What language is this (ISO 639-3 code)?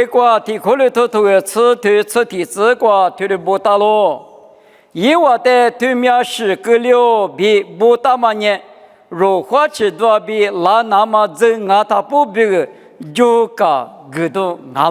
lis